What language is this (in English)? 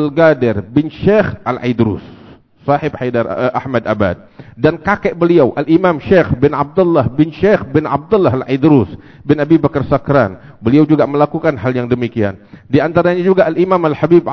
Indonesian